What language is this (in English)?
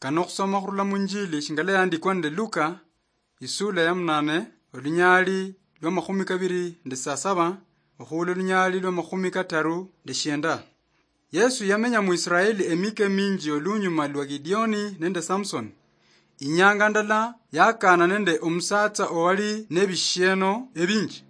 Luyia